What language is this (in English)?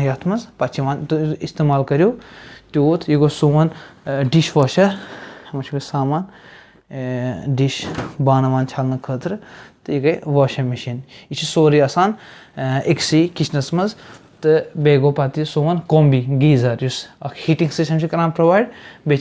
Kashmiri